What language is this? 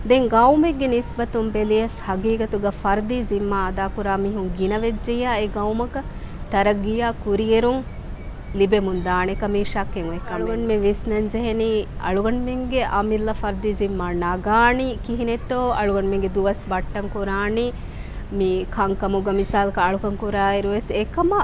Divehi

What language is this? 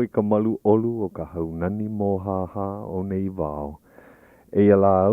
Hawaiian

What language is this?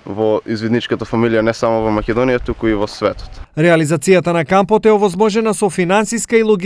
Macedonian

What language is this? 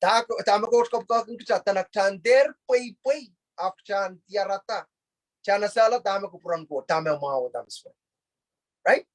Pohnpeian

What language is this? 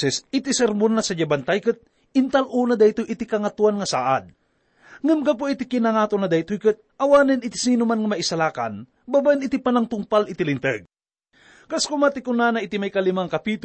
Iloko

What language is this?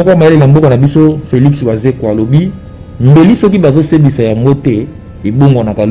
Lingala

